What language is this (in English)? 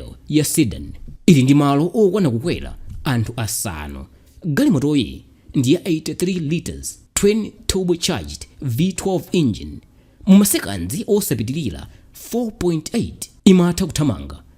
Nyanja